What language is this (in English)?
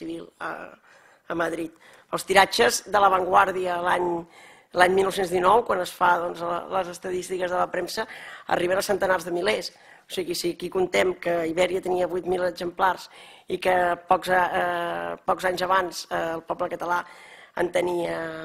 Catalan